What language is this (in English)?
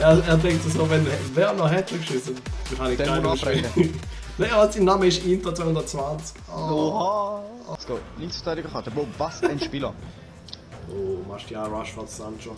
Swiss German